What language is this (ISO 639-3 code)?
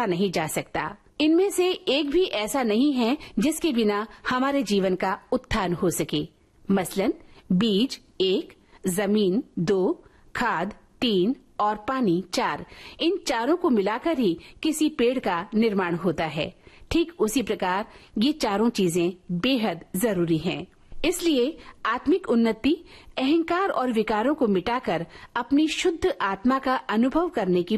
hin